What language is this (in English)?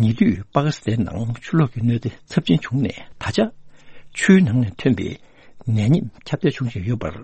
Tibetan